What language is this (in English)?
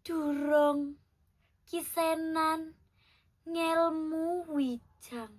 Javanese